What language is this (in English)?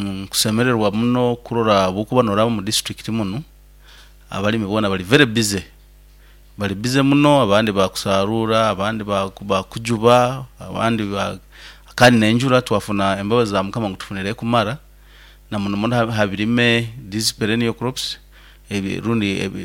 Nyoro